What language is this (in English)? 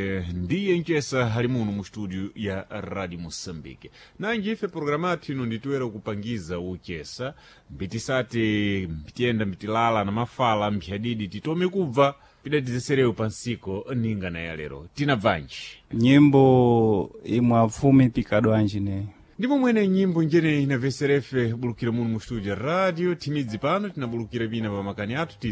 Sena